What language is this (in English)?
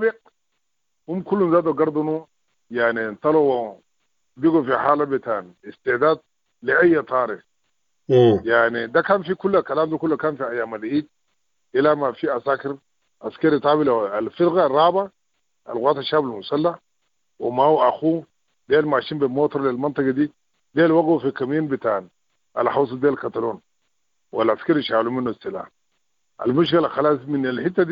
Sudanese Arabic